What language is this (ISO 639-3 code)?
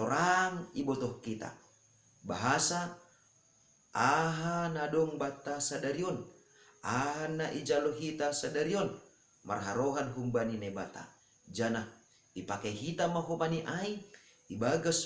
bts